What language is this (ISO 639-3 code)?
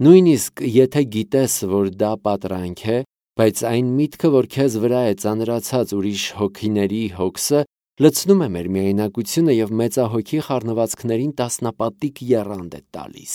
hye